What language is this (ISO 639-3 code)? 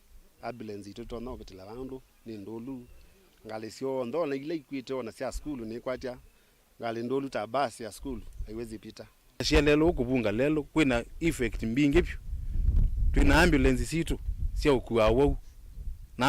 kam